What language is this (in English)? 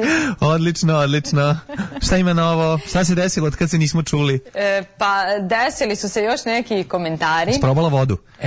Serbian